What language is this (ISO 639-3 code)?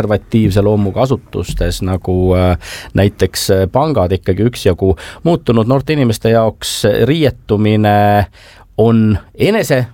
est